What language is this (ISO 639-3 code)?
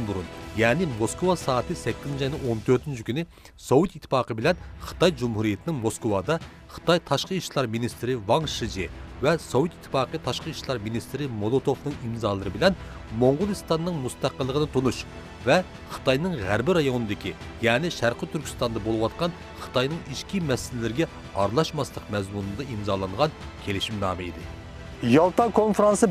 uig